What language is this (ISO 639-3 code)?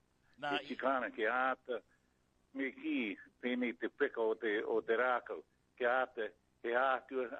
mri